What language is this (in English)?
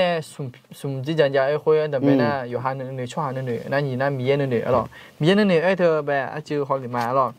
Akha